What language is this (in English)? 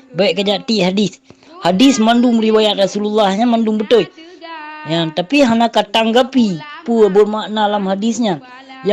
Achinese